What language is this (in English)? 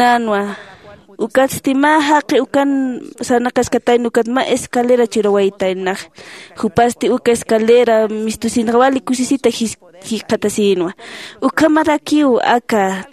Aymara